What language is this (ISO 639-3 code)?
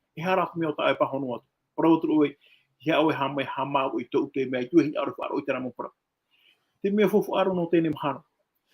tah